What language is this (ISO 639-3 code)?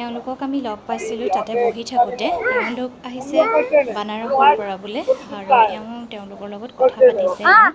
asm